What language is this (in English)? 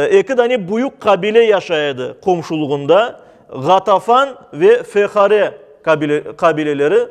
Crimean Tatar